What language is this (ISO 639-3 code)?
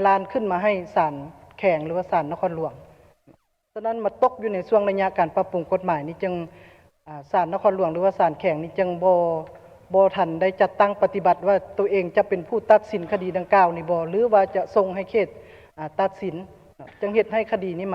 lao